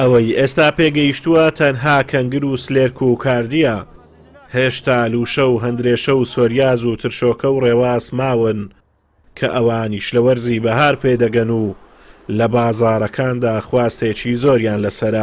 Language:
Central Kurdish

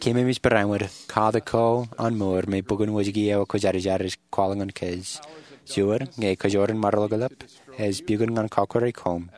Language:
Marshallese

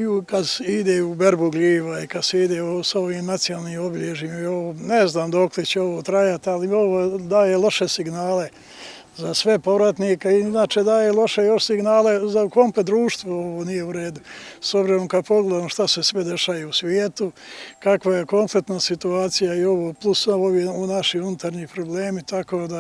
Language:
Bosnian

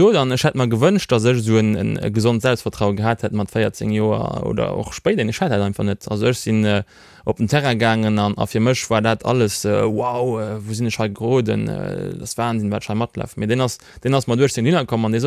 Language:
Luxembourgish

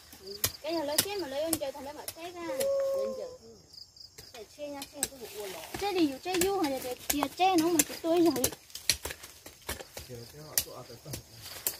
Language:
Vietnamese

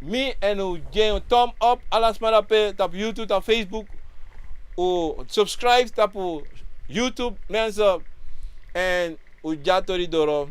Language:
Sranan Tongo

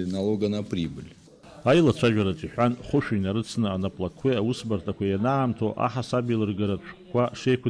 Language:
Abkhazian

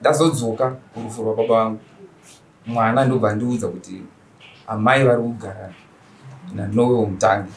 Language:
Shona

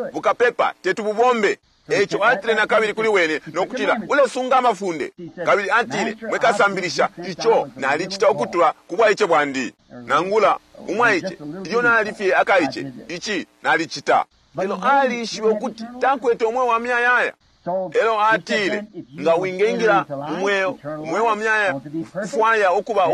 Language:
Bemba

